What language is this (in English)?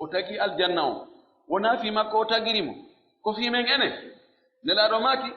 Pular